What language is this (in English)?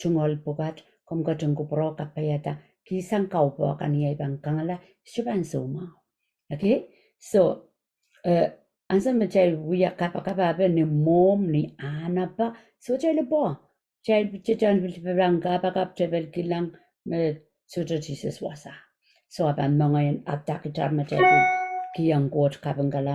Pohnpeian